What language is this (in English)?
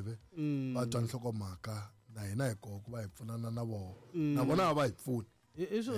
Tsonga